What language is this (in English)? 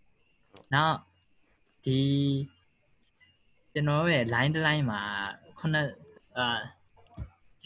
Burmese